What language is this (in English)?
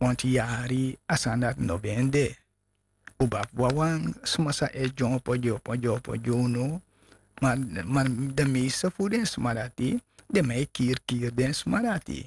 Sranan Tongo